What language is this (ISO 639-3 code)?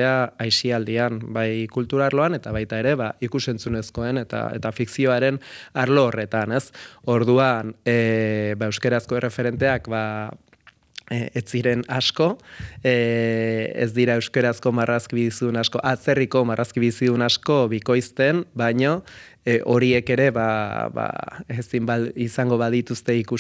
eus